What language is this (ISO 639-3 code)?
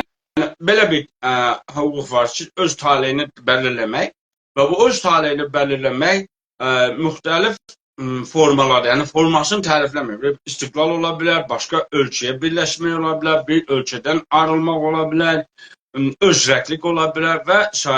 azb